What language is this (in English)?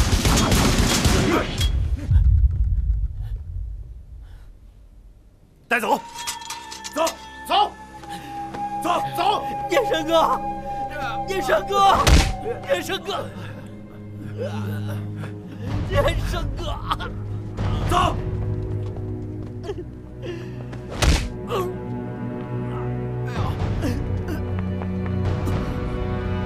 Chinese